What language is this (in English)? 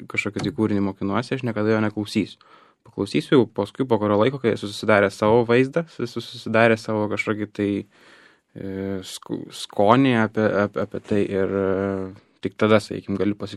Lithuanian